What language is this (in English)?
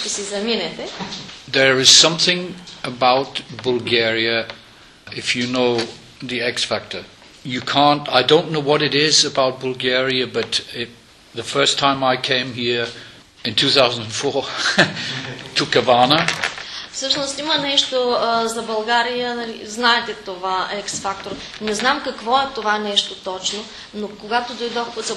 Bulgarian